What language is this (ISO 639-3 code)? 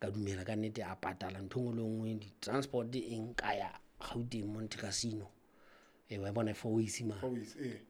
sot